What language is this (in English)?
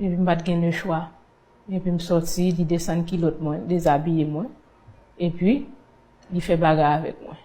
Haitian Creole